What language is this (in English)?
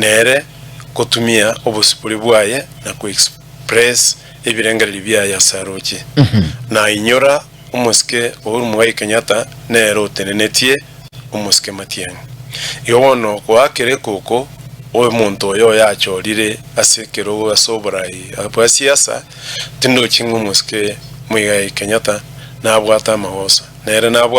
Gusii